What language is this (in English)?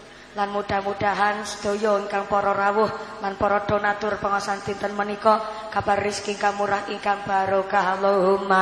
Javanese